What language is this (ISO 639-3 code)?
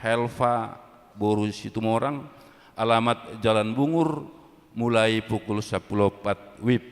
bbc